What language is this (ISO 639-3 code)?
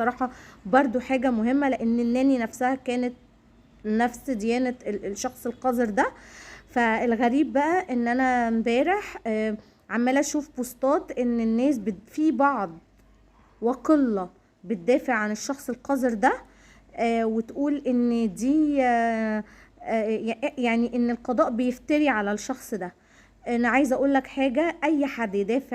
arz